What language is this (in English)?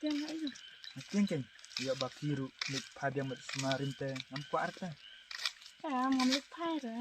Khasi